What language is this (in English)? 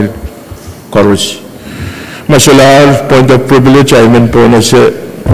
Pohnpeian